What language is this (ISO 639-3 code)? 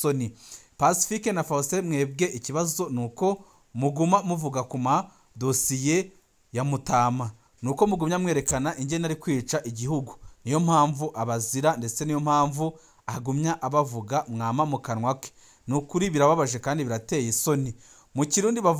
run